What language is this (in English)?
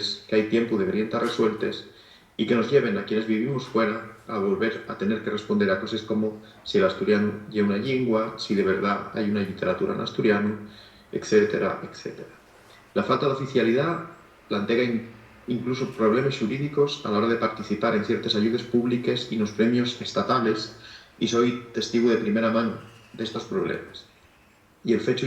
Asturian